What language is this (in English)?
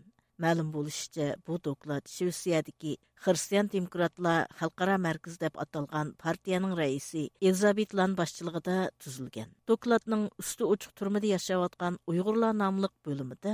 Uyghur